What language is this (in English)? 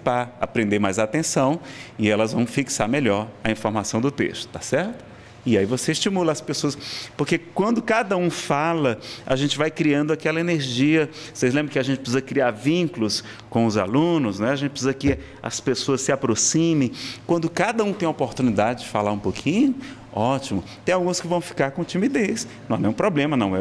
Portuguese